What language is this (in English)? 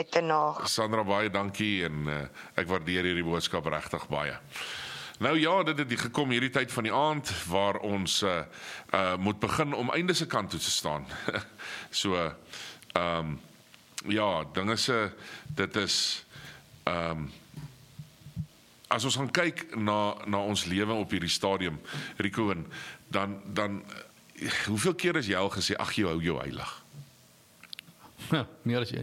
Afrikaans